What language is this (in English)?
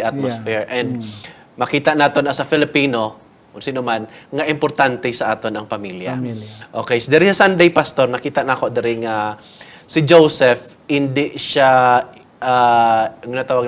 Hiligaynon